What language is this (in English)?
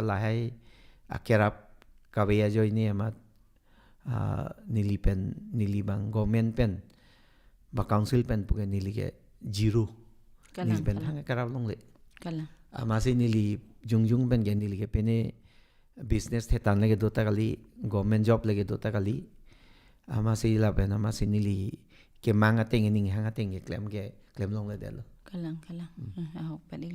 Karbi